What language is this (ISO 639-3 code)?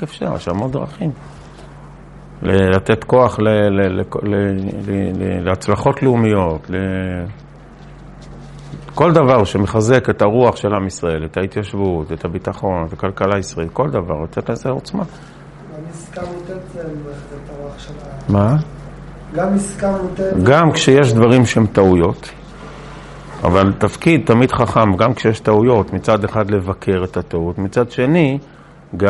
heb